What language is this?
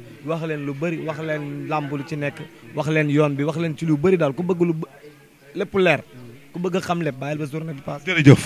Wolof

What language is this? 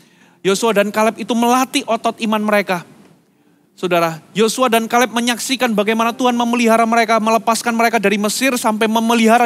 Indonesian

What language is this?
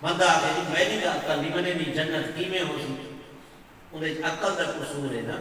Saraiki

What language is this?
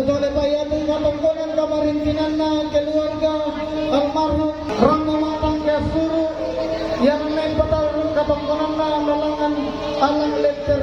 Toraja-Sa'dan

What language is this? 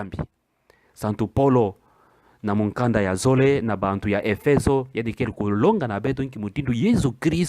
Kituba (Democratic Republic of Congo)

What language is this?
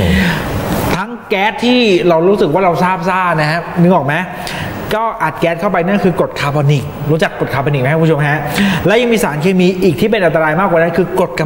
Thai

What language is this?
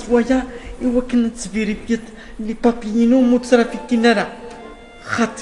Kabyle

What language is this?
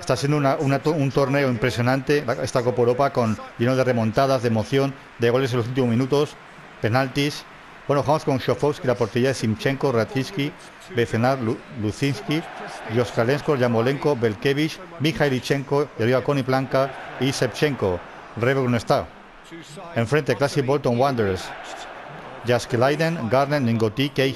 Spanish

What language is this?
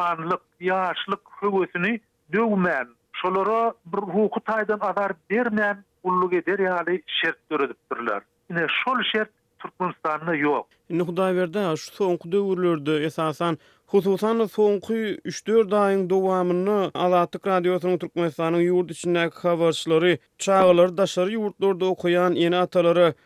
Turkmen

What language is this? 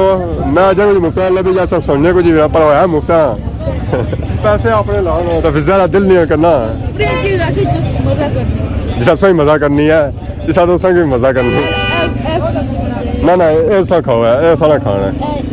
Pahari-Potwari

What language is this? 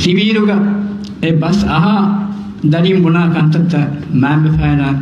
Divehi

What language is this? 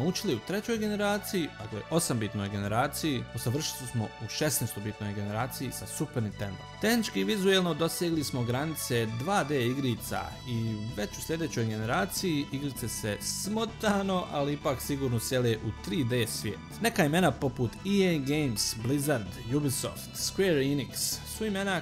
Bosnian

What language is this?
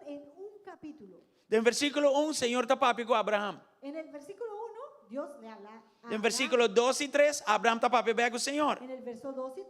Papiamento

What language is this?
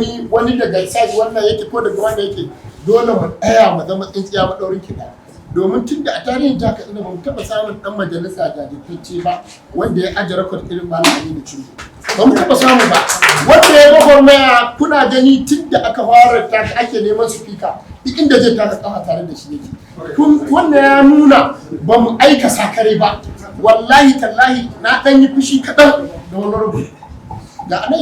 Hausa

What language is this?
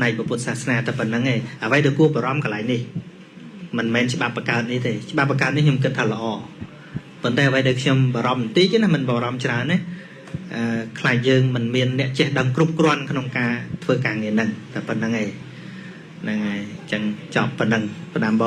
Khmer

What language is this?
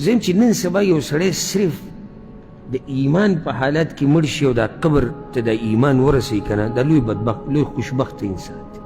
Pashto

